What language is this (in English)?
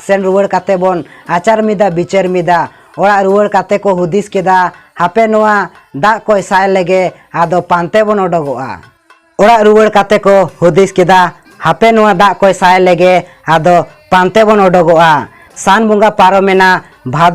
Santali